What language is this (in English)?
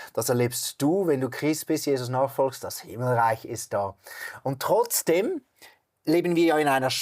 Swiss German